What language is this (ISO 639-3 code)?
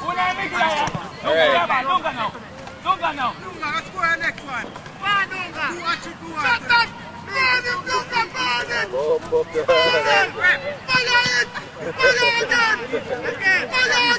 jam